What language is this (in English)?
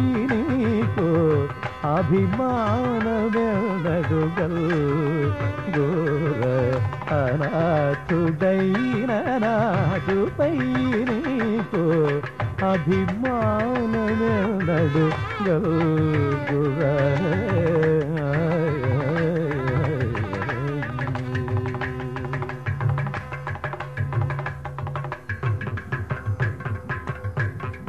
Telugu